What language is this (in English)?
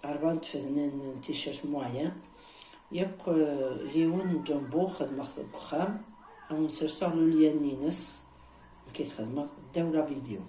Kabyle